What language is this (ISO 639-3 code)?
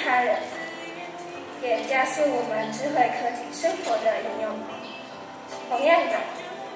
zho